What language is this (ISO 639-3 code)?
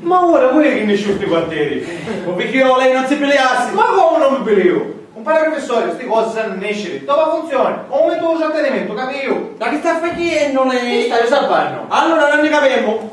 scn